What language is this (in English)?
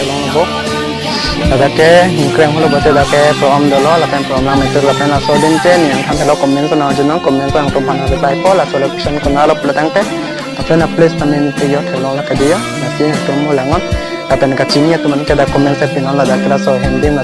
Karbi